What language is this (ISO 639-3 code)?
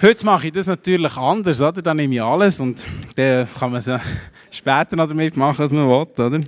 gsw